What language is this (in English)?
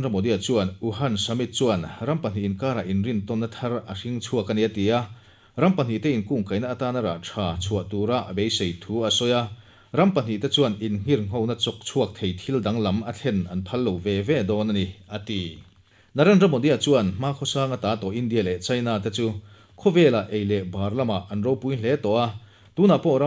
Mizo